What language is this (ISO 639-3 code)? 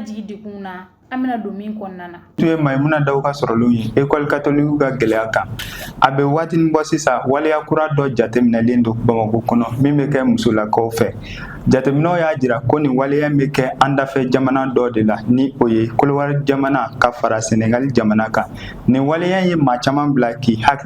bam